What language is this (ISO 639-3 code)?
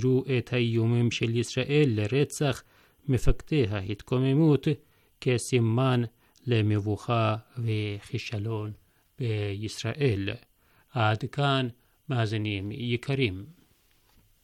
heb